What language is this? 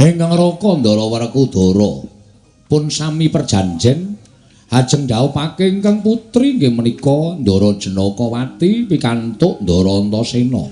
Javanese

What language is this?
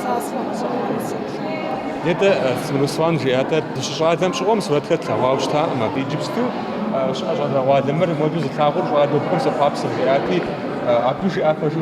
Kabardian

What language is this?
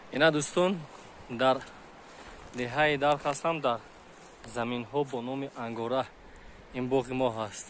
Tajik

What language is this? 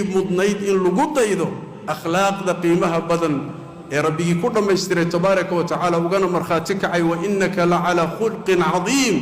Somali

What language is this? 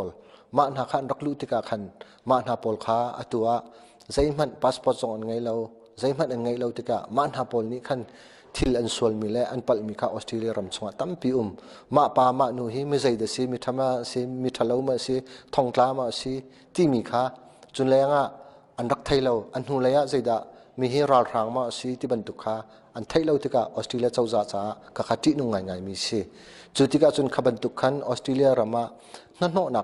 Hakha Chin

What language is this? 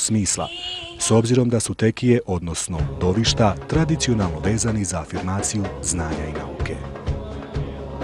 Bosnian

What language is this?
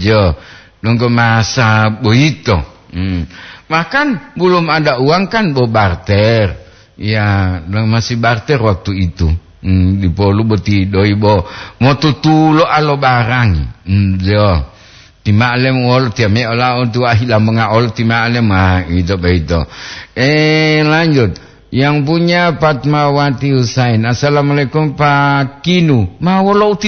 Gorontalo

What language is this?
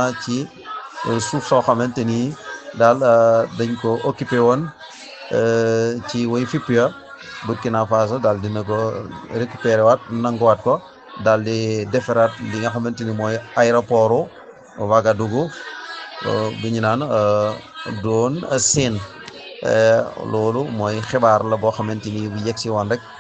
Wolof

